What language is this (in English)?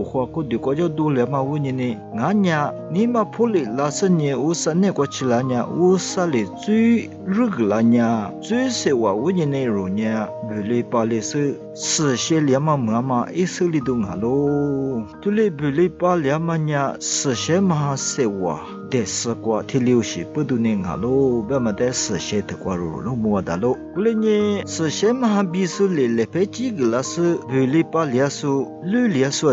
Lisu